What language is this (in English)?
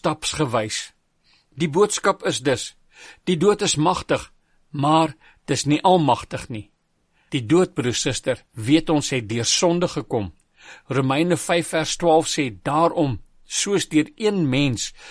Afrikaans